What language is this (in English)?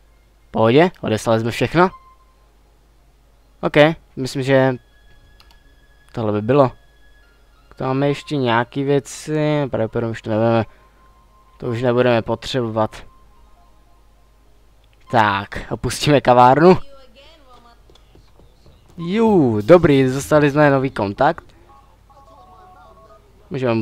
Czech